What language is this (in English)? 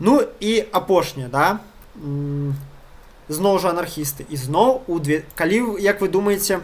Belarusian